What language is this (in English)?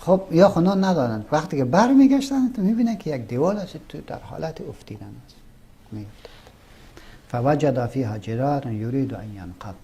Persian